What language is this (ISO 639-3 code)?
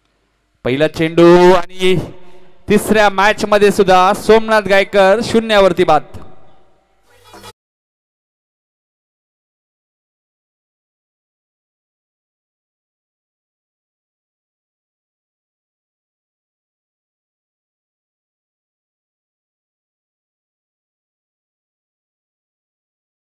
mar